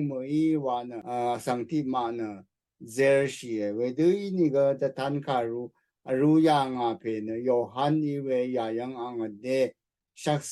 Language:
Rawang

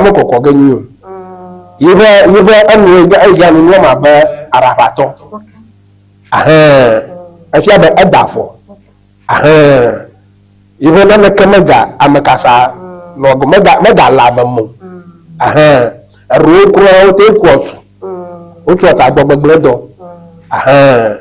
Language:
Ewe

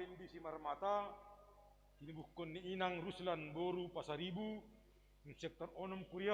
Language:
Batak Simalungun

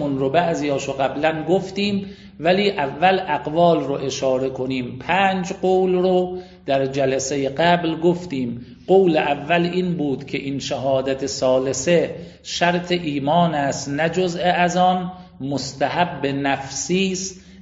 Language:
Persian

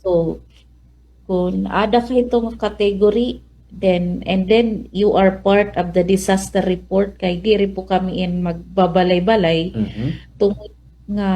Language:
Waray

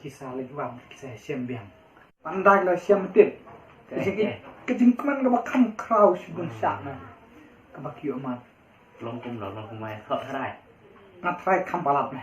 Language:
Khasi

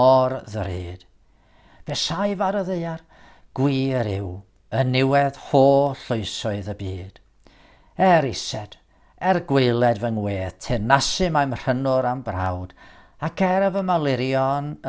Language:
Welsh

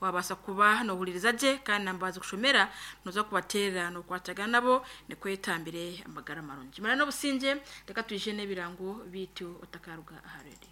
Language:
Nyankole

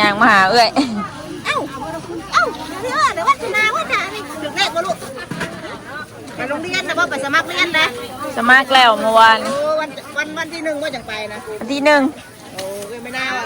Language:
Northeastern Thai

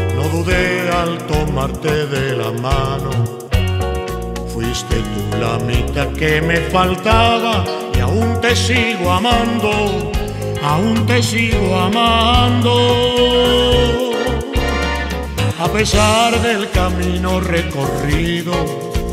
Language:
Spanish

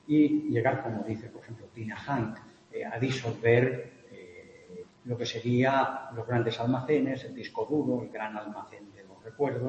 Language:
Spanish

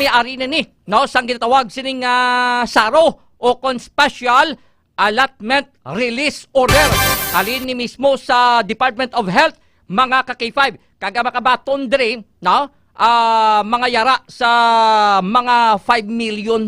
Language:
Hiligaynon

